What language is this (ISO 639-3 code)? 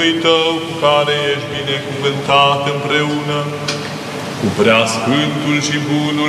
ron